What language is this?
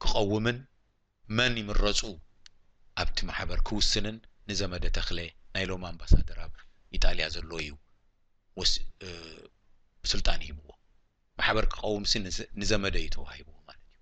Tigrinya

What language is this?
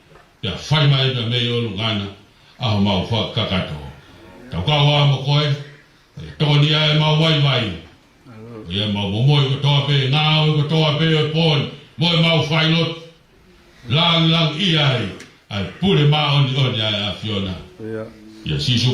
Tongan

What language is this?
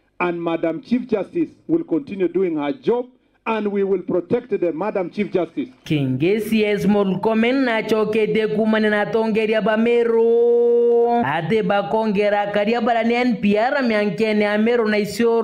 Meru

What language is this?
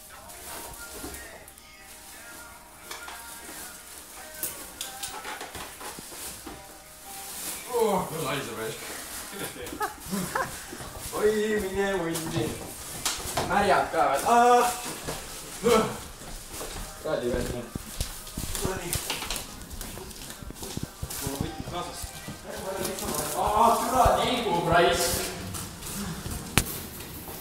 Estonian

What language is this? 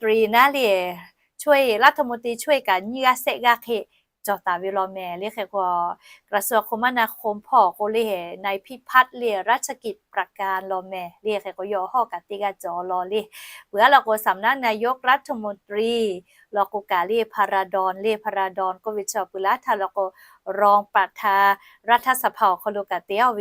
Lahu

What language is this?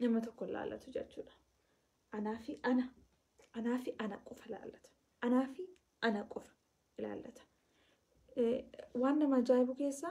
Oromo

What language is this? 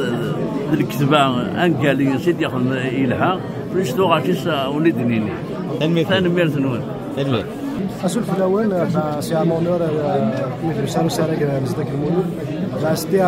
Kabyle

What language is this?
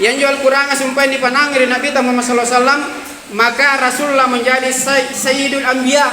Makasar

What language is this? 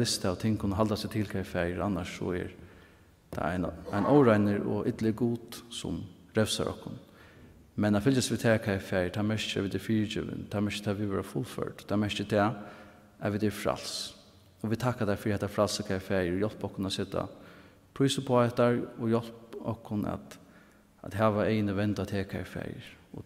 Faroese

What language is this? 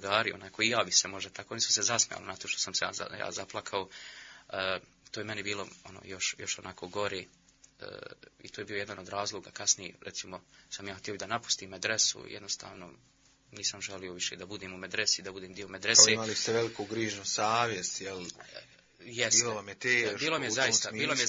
Bosnian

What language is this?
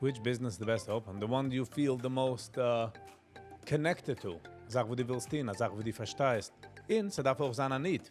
Yiddish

